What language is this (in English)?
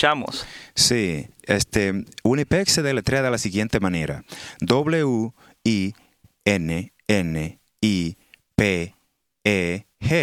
Spanish